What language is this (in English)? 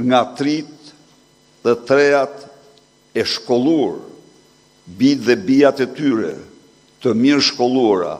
Albanian